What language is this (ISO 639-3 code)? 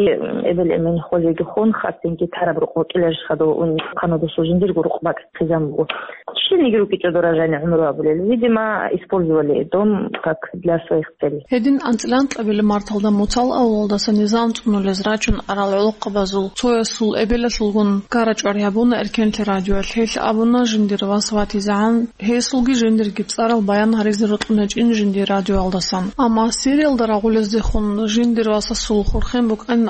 ava